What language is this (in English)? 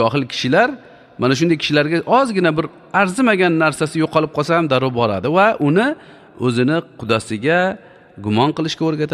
Uzbek